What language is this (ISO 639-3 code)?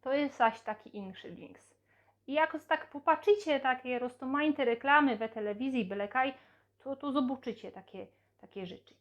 szl